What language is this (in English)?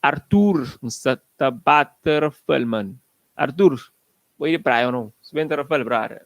Kabuverdianu